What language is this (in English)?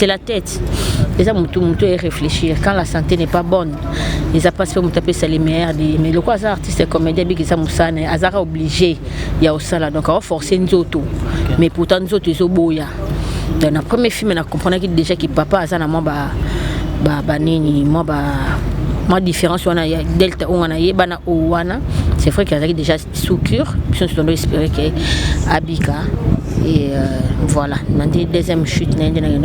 Lingala